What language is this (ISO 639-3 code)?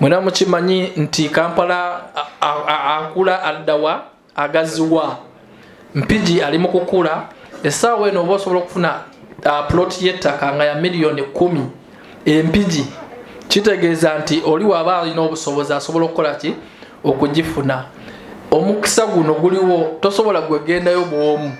lug